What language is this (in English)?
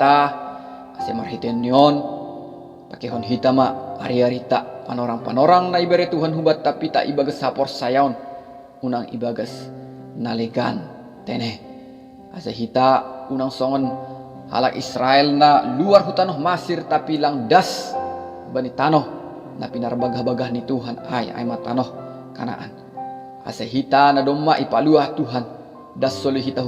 Batak Simalungun